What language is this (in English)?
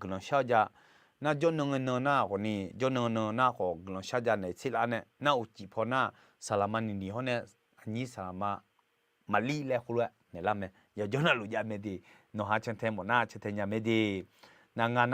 Akha